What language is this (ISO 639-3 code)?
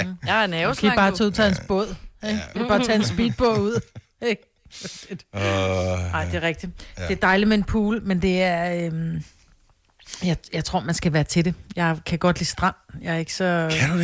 dan